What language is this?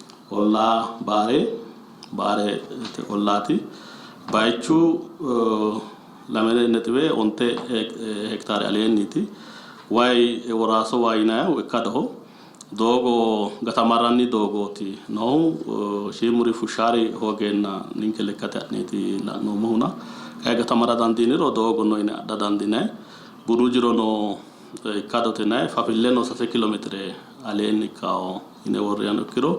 Sidamo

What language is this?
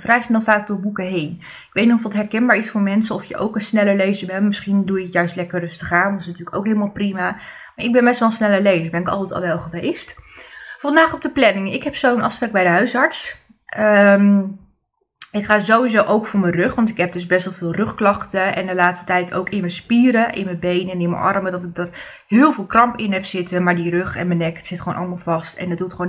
Dutch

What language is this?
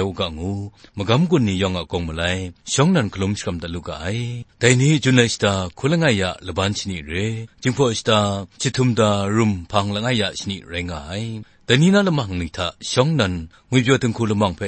Kachin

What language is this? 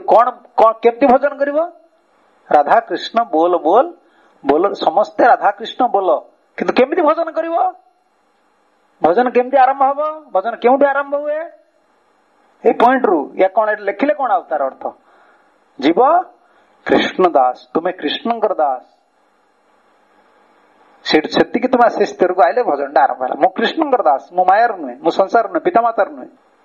Odia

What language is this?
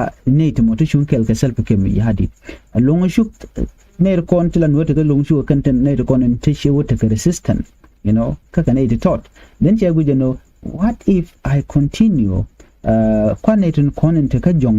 Nuer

